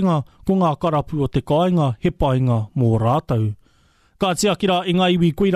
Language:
Māori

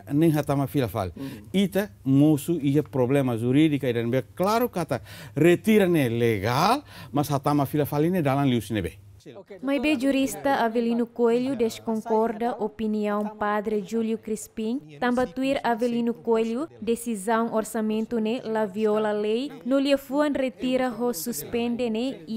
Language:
Tetum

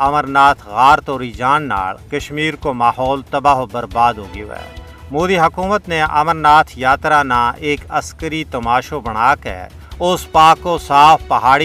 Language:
Gujari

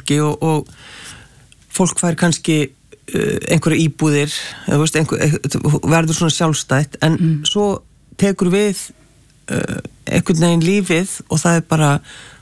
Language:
Icelandic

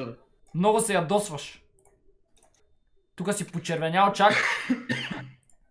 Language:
Bulgarian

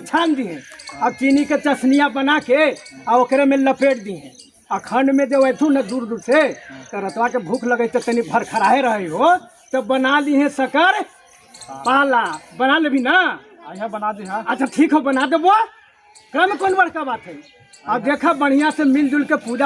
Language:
Magahi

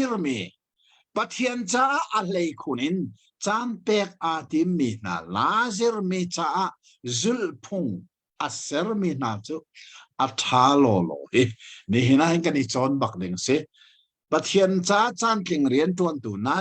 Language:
Hakha Chin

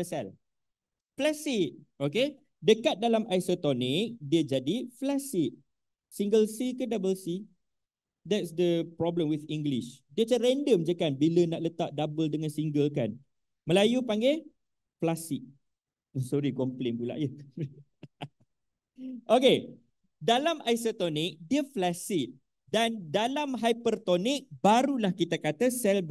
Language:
Malay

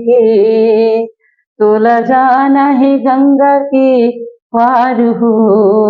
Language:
Chhattisgarhi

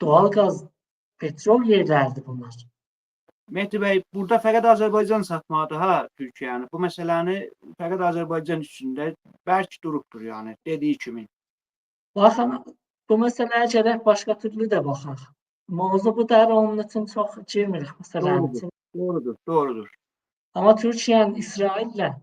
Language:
Azerbaijani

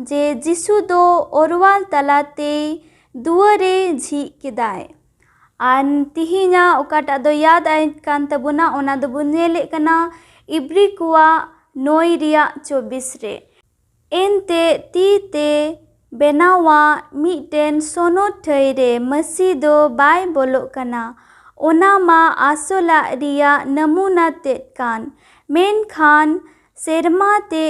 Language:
Santali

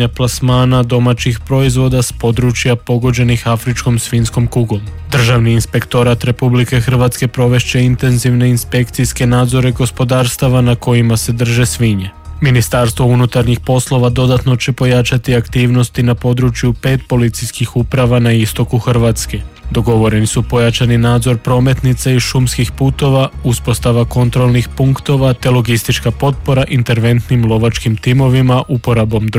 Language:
Croatian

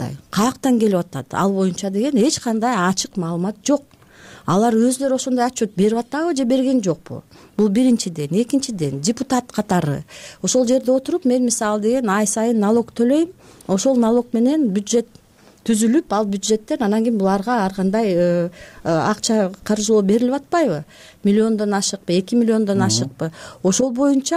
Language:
Kyrgyz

